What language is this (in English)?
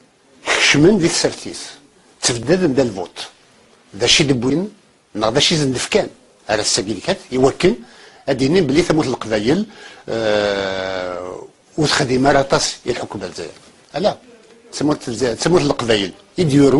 Kabyle